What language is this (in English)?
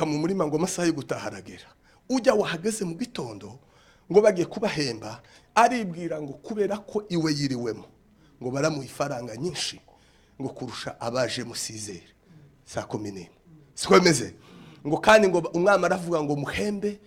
Kinyarwanda